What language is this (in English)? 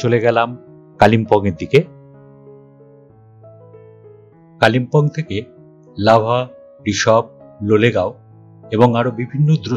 Bangla